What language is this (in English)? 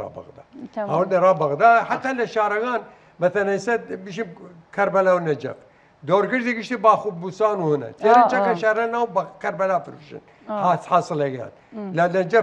Southern Kurdish